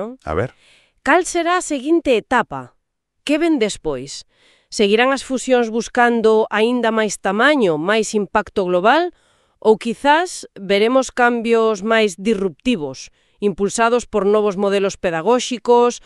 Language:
Galician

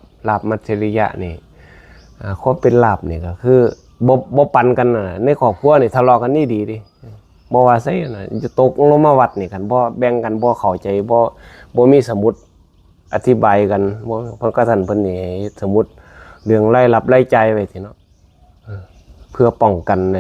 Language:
Northeastern Thai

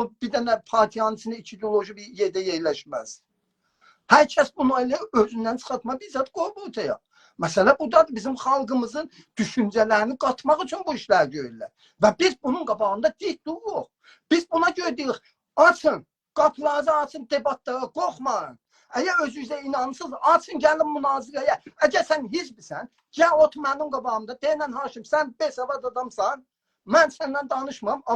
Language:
South Azerbaijani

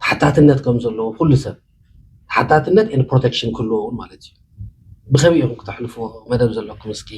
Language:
Tigrinya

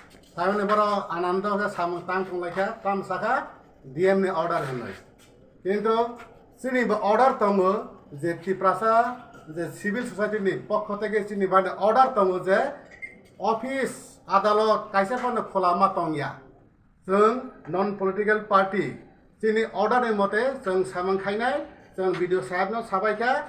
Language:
Kok Borok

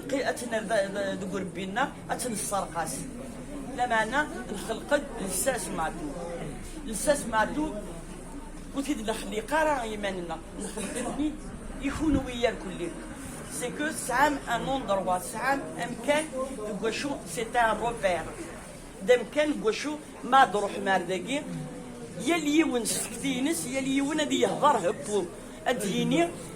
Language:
Kabyle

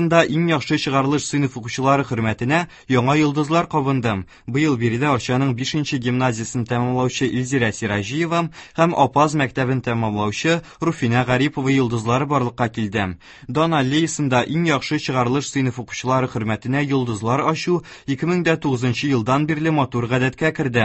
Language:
Tatar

